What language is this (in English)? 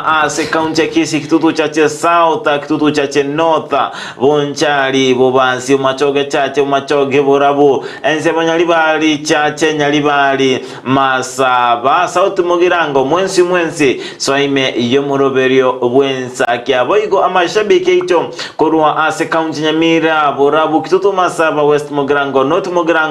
Gusii